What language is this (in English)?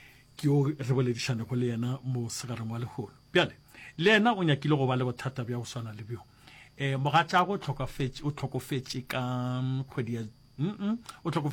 Northern Sotho